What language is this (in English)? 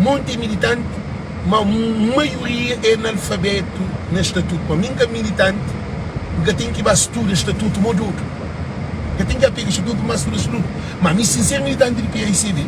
Kabuverdianu